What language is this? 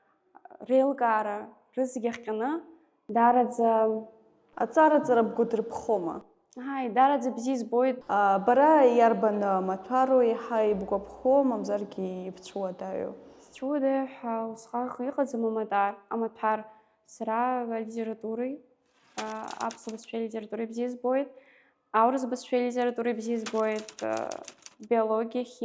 Abkhazian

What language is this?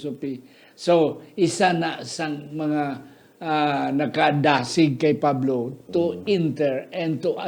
Hiligaynon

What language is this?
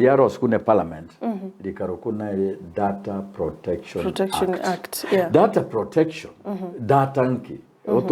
Gusii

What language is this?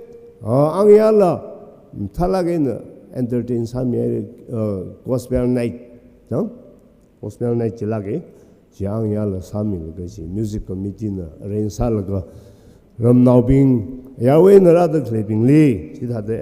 Tangkhul Naga (India)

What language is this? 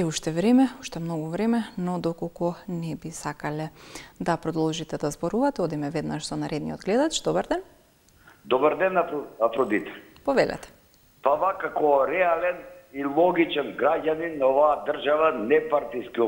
Macedonian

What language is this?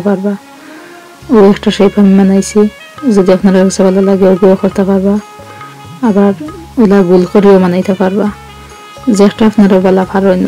Sylheti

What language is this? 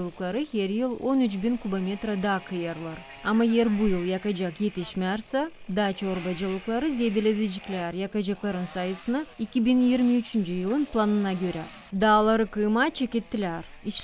Gagauz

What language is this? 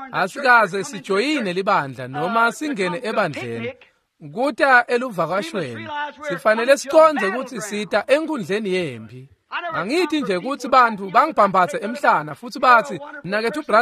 Swati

